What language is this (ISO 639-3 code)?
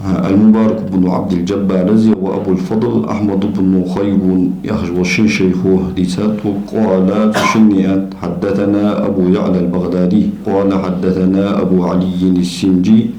inh